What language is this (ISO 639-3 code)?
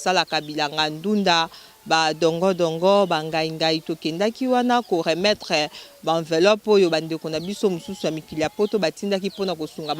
lin